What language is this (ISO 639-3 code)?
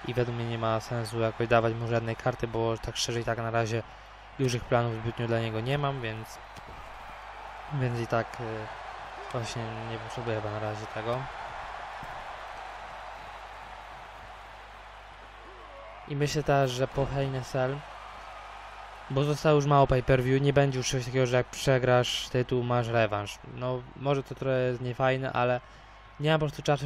pol